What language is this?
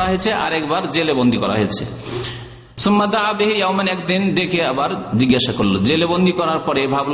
Bangla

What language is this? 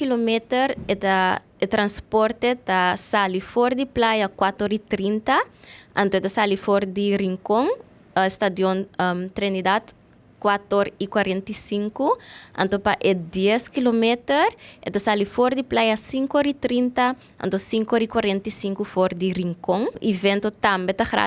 Papiamento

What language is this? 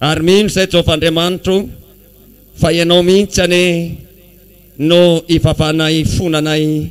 Malagasy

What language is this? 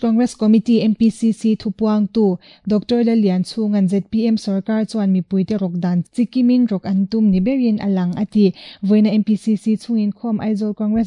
Mizo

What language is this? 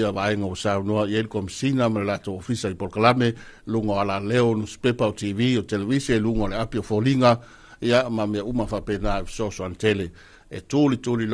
Samoan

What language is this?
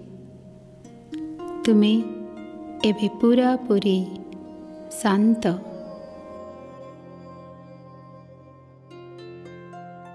Odia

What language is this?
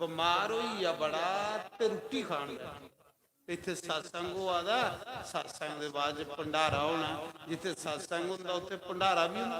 Dogri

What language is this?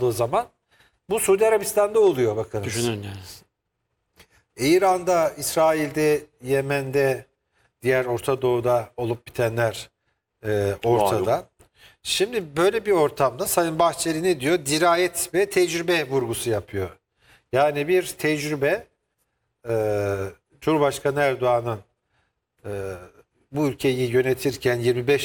Turkish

